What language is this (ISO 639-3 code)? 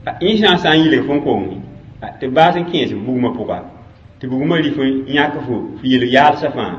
mos